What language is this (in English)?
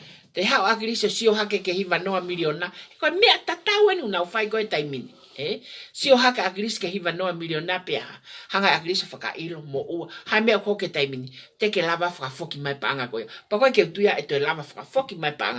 Tongan